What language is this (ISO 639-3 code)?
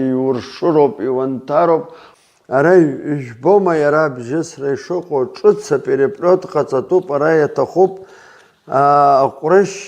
abk